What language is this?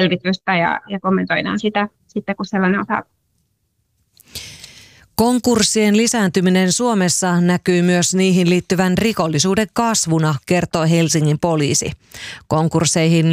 Finnish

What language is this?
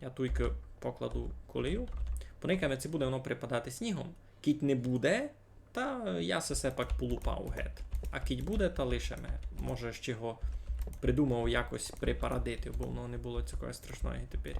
Rusyn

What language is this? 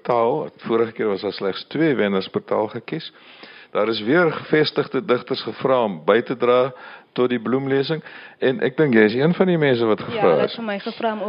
Afrikaans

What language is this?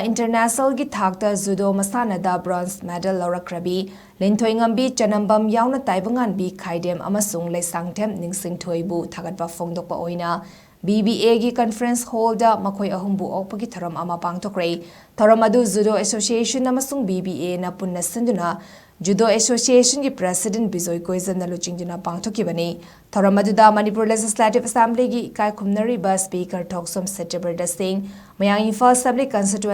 Manipuri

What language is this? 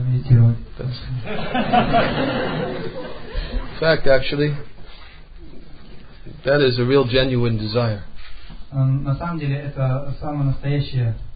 Russian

